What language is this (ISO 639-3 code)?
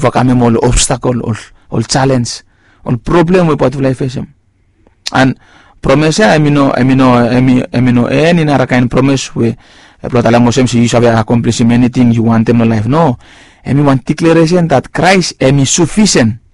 bis